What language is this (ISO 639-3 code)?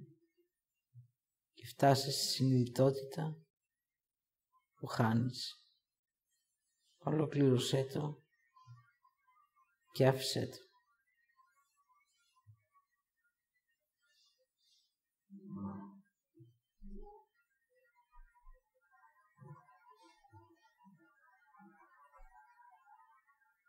ell